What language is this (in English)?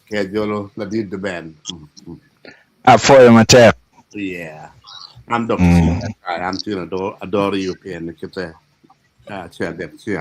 Acoli